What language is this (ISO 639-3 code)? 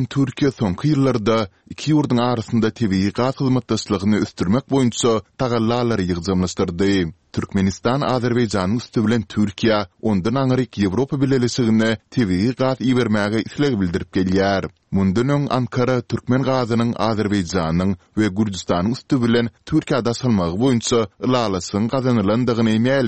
tuk